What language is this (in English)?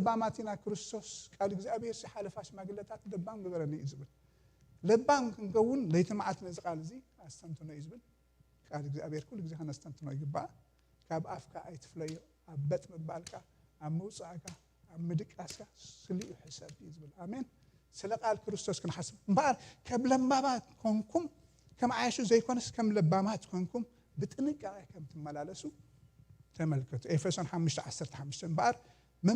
Tigrinya